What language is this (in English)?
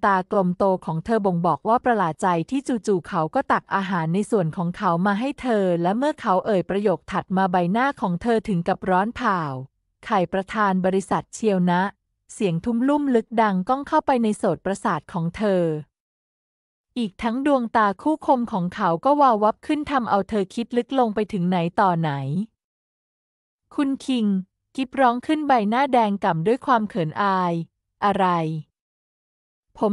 Thai